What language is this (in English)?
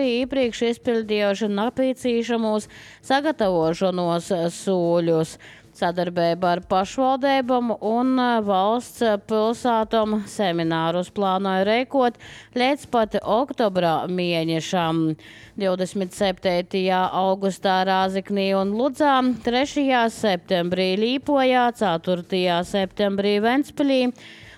Latvian